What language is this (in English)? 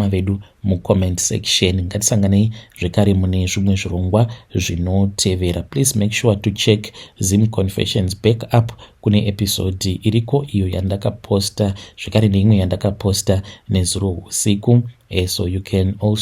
Shona